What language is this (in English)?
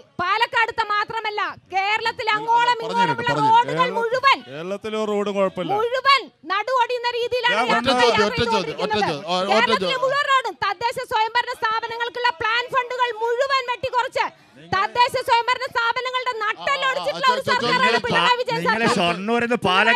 Malayalam